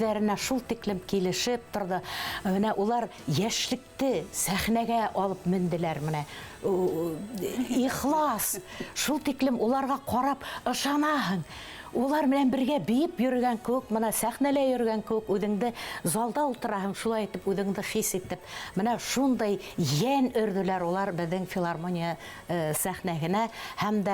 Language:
Bashkir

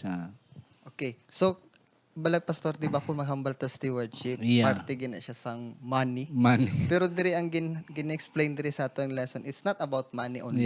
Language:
Hiligaynon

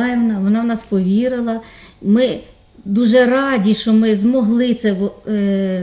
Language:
Ukrainian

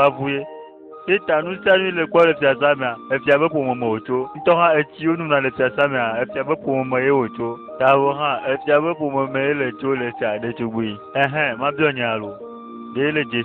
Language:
Ewe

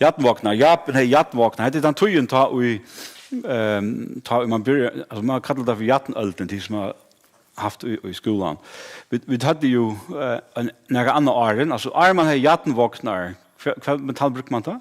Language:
Faroese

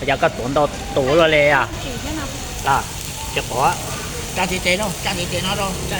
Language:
Hmong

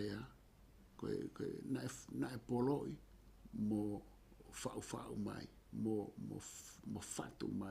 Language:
Tongan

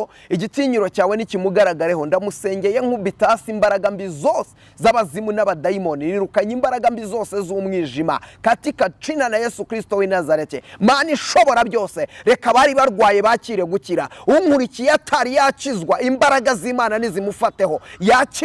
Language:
Kinyarwanda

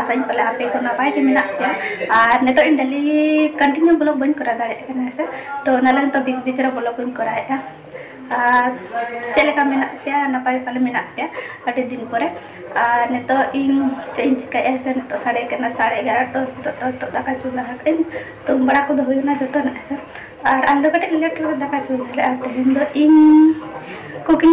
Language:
Santali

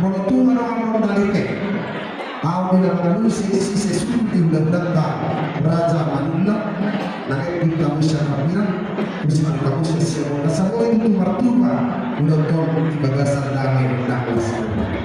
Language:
Batak Toba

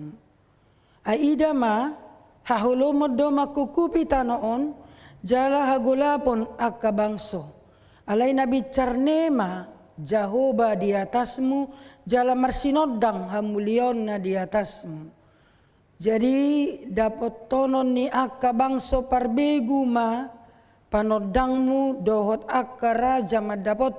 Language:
Batak Toba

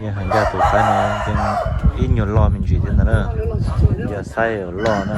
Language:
Hmong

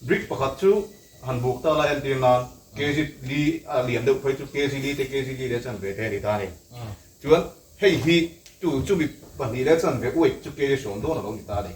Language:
Mizo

